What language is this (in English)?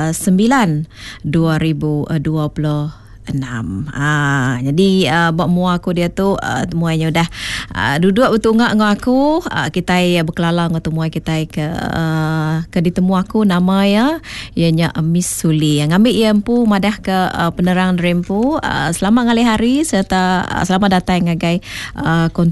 Iban